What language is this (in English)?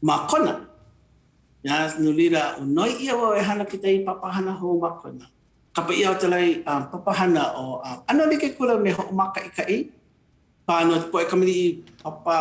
Hawaiian